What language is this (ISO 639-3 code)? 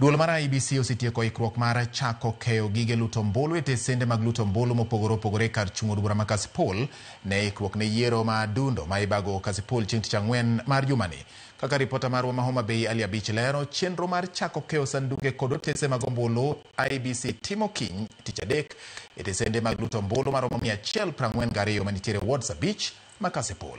luo